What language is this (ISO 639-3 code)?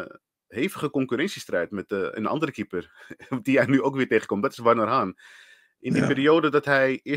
nld